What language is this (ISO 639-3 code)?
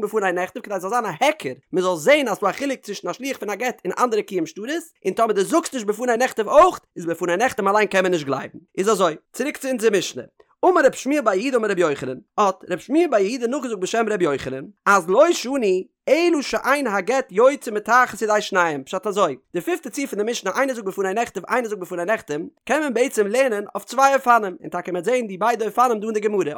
yid